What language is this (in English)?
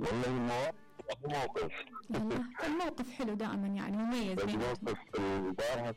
Mesopotamian Arabic